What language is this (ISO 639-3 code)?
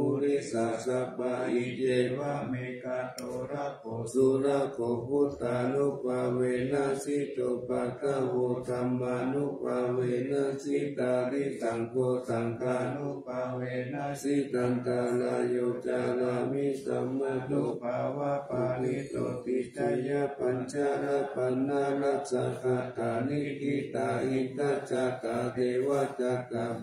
pli